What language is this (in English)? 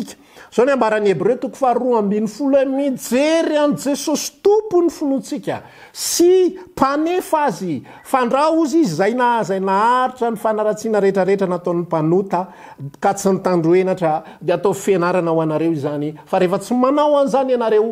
Malagasy